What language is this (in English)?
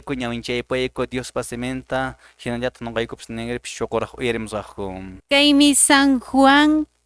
Quechua